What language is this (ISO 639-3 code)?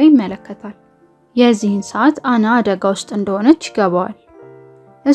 amh